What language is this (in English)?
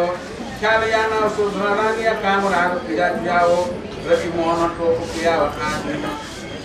Newari